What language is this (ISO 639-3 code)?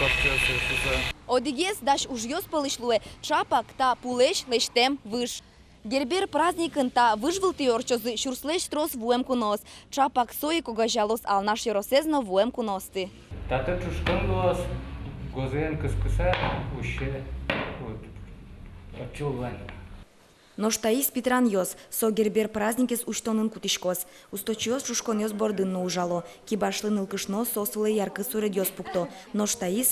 udm